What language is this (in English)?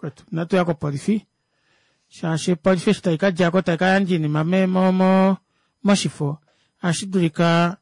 Kuanyama